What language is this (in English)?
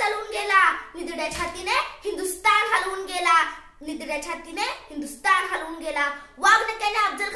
Marathi